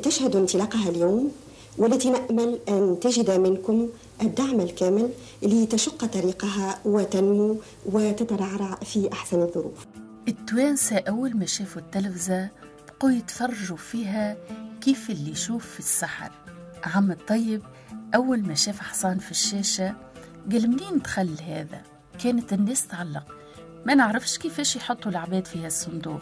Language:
Tunisian Arabic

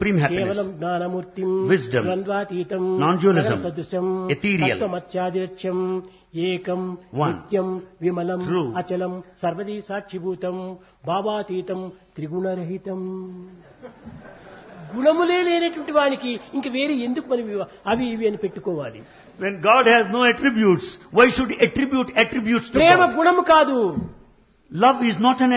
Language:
Telugu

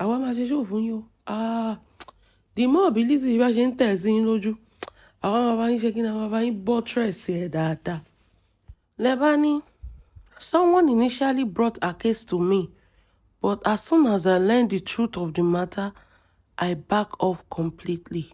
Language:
Yoruba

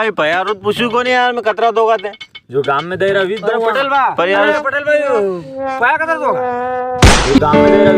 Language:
Rajasthani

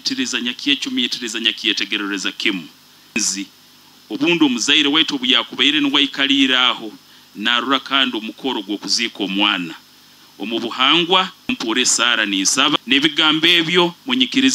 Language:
Nyoro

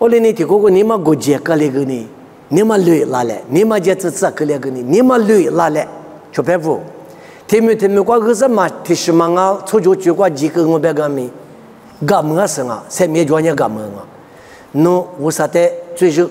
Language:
Lisu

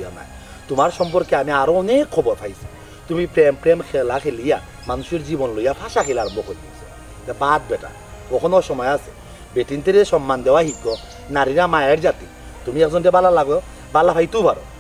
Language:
Sylheti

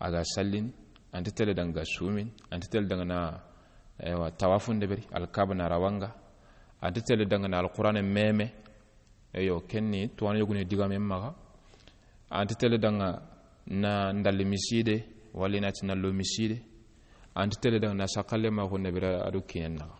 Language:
Soninke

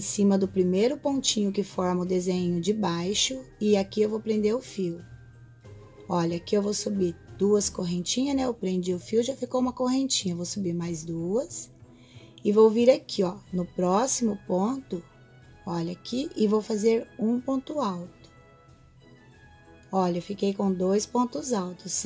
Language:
Portuguese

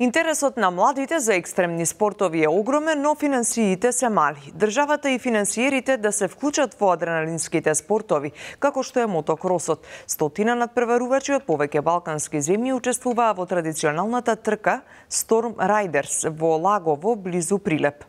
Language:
Macedonian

